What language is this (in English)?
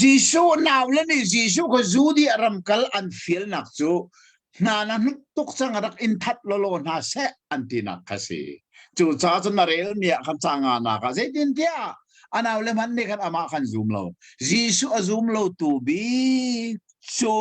Hakha Chin